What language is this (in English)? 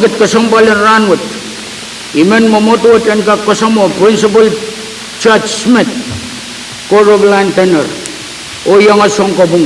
Pohnpeian